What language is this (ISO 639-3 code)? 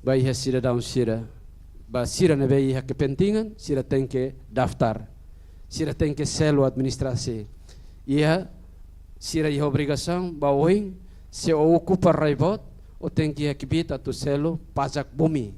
tet